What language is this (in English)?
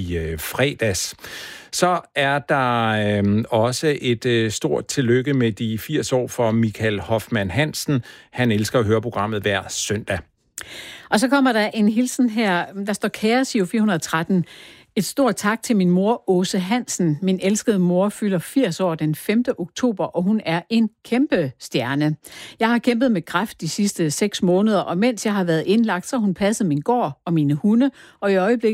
Danish